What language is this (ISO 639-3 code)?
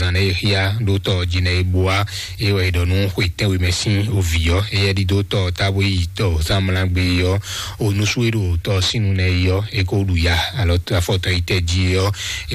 fon